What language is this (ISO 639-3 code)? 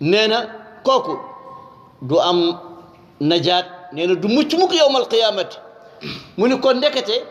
wol